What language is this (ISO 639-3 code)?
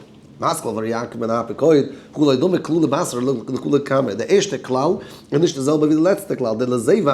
yid